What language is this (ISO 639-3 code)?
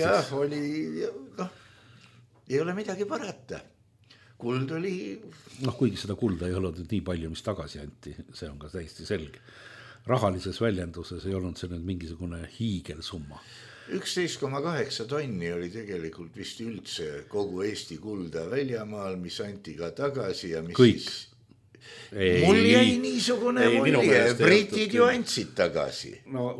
est